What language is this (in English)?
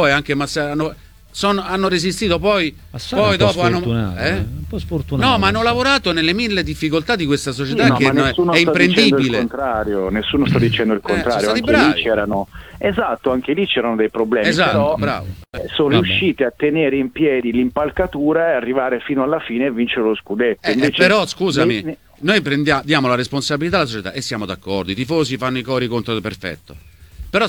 Italian